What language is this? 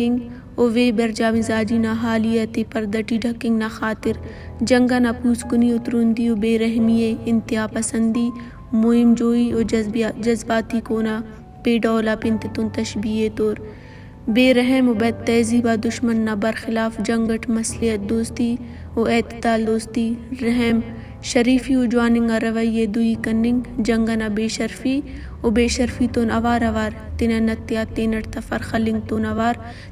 Brahui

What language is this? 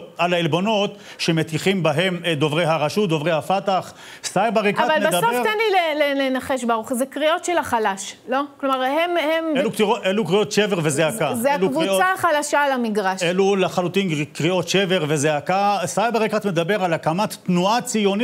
Hebrew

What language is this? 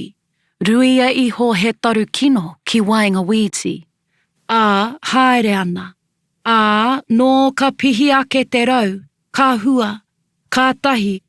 Māori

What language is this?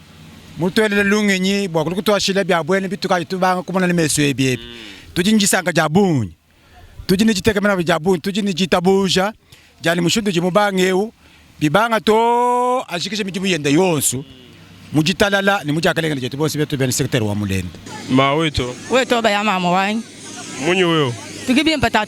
Luba-Lulua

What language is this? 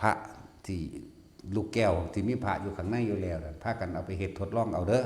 Northeastern Thai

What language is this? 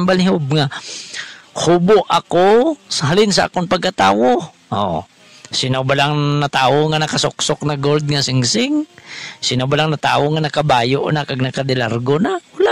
Hiligaynon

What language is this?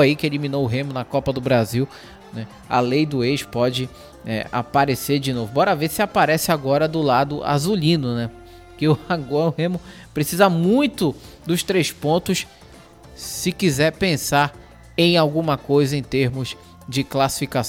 Portuguese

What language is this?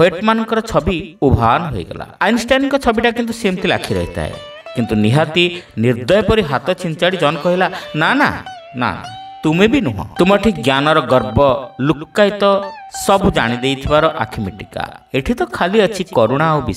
Odia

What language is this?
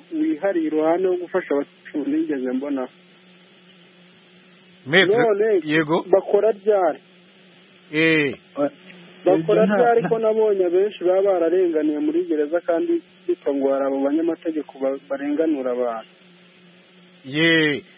Kinyarwanda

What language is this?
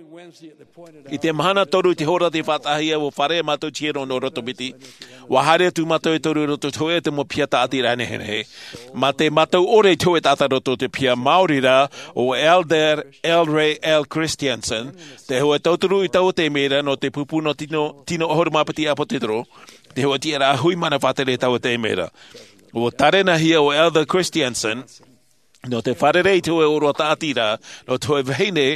Tahitian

